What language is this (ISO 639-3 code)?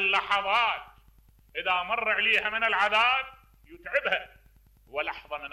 acm